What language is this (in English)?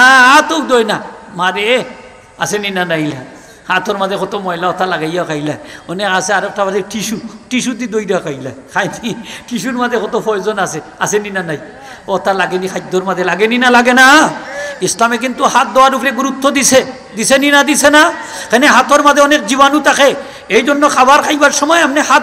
Sylheti